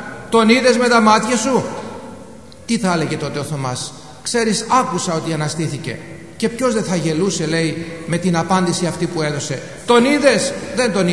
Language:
Greek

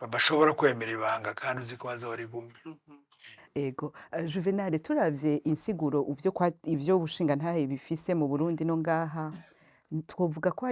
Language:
Rundi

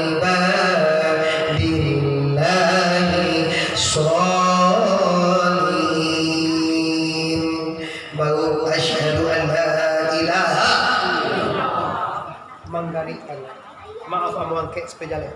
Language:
Minangkabau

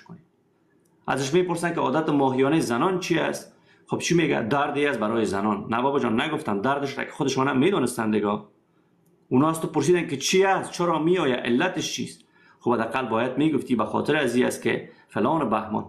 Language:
Persian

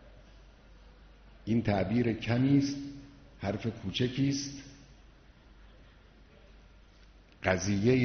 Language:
Persian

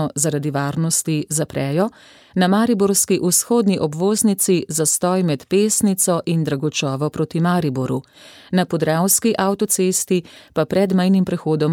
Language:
Slovenian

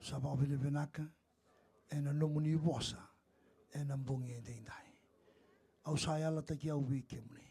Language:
Fijian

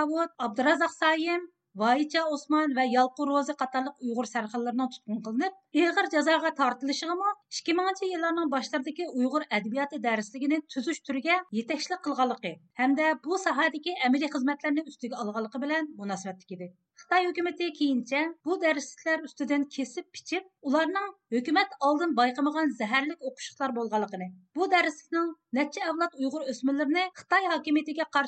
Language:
Uyghur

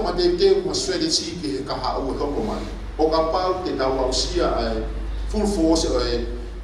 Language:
Tongan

